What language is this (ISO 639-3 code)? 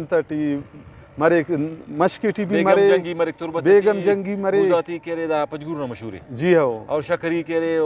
brh